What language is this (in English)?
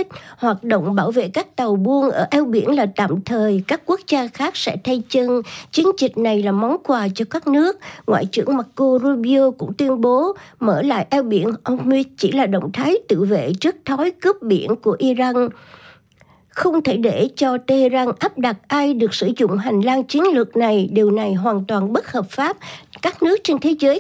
Vietnamese